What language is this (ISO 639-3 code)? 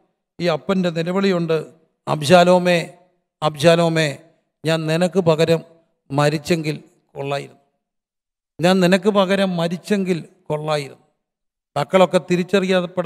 mal